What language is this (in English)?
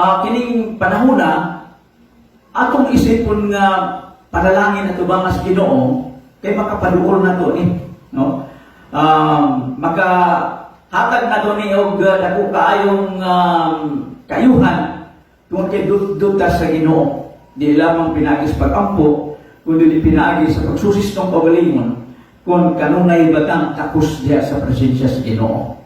Cebuano